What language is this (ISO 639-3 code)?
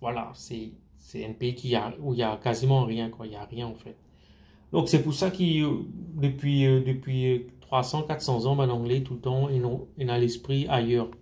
mfe